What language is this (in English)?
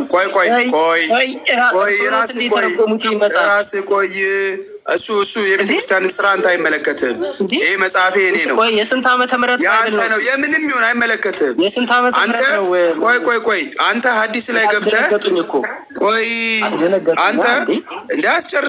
Amharic